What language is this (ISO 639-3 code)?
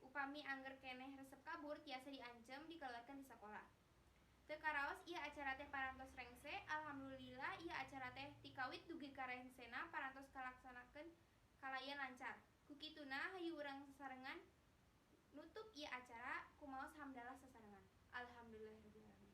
sun